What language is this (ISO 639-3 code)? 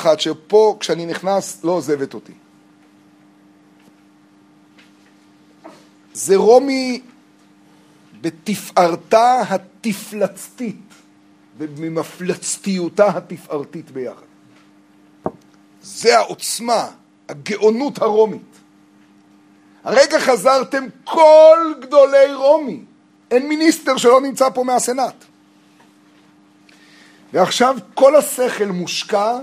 heb